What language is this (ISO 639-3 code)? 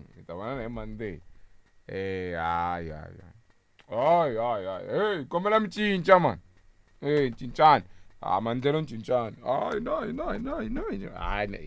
tso